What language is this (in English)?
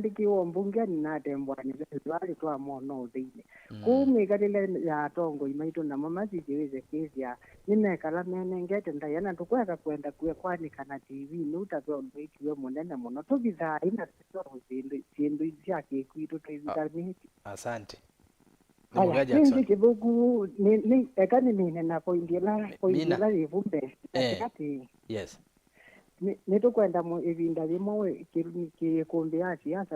Kamba